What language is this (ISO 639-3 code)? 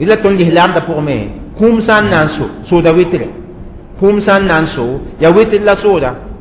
mos